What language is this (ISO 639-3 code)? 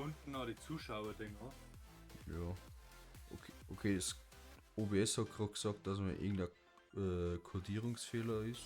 bar